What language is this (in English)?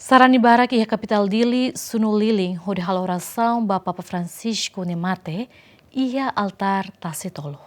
Tetum